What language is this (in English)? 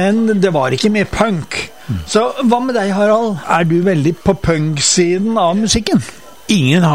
Norwegian